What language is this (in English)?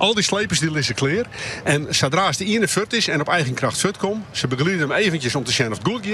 Western Frisian